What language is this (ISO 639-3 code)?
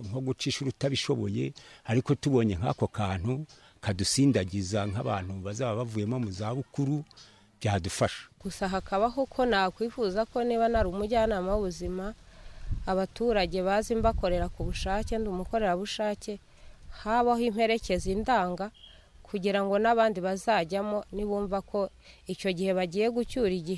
kin